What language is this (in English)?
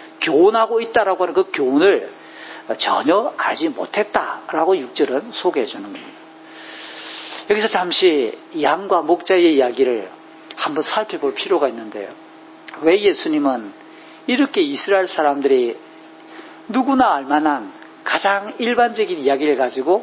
Korean